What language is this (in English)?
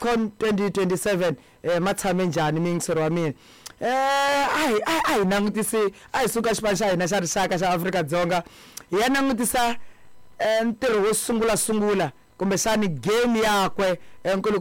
Tsonga